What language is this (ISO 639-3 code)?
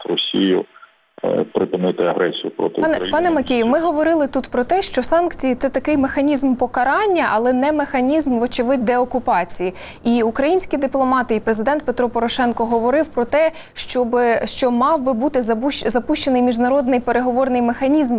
ukr